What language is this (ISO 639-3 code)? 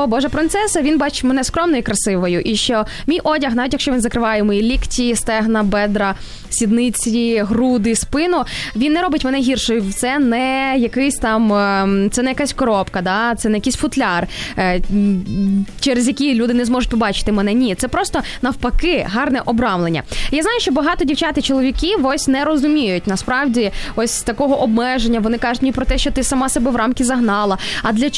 ukr